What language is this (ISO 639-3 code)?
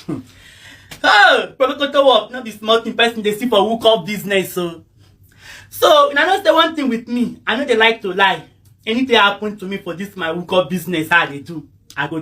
pcm